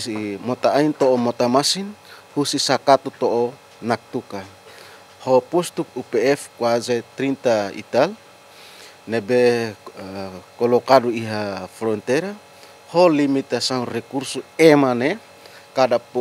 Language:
Tetum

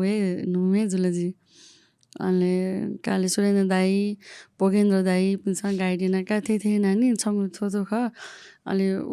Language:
Newari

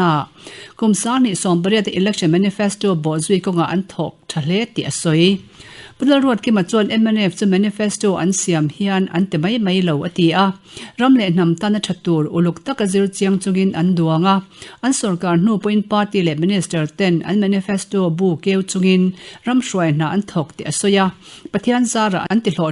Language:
Mizo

